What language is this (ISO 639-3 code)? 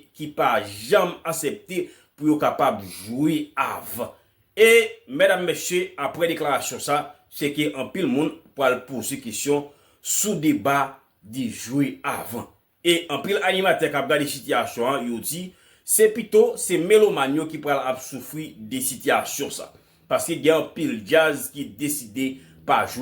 hat